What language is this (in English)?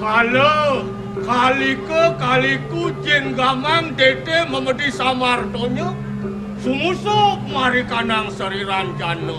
Balinese